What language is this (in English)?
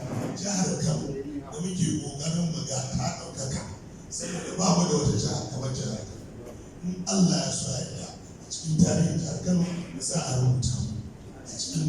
Hausa